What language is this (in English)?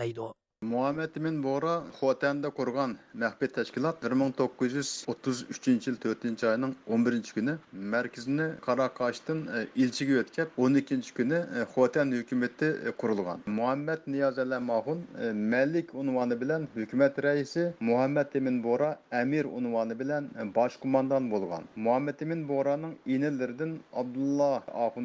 Uyghur